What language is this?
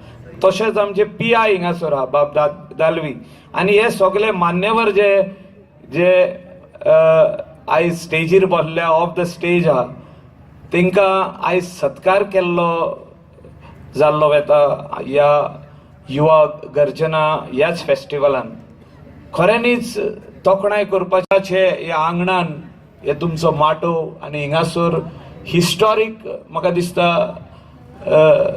Konkani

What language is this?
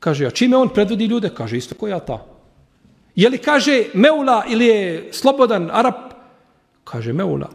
Bosnian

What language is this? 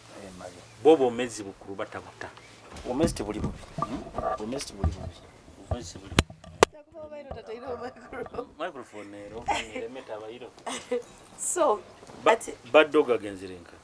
Nyoro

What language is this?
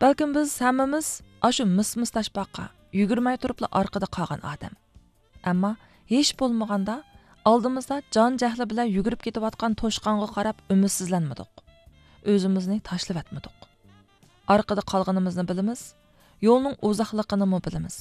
Uyghur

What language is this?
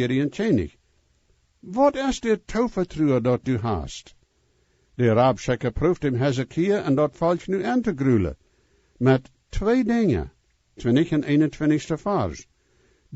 Plautdietsch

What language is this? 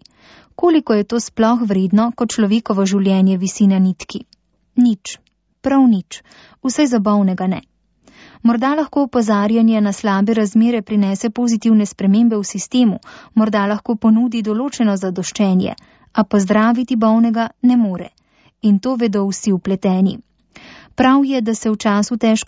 Slovenian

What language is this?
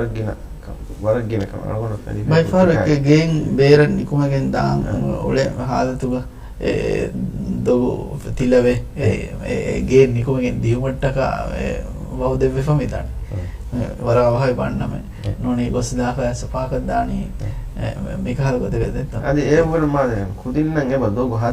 Divehi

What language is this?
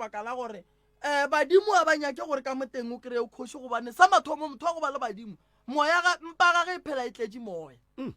Northern Sotho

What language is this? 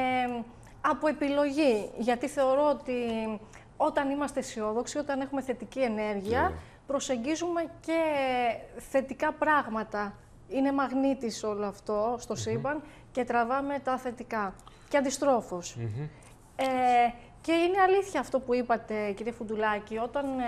Greek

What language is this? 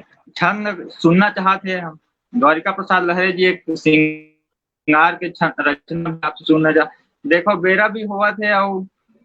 Chhattisgarhi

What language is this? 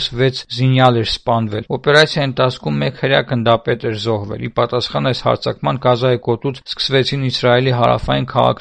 Armenian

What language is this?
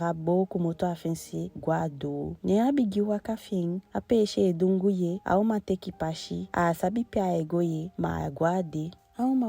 Eastern Maroon Creole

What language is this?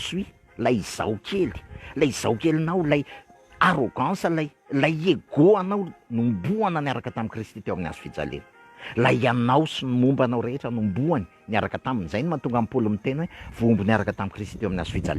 Malagasy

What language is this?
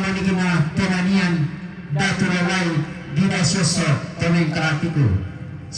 Toraja-Sa'dan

